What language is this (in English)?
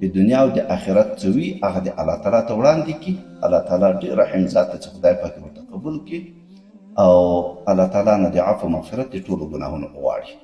Pashto